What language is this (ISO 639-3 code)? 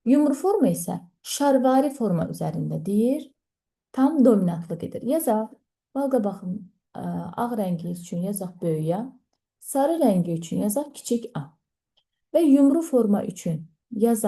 aze